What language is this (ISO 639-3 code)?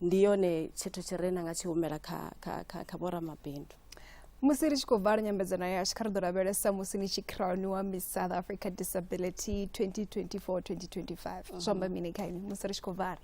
ven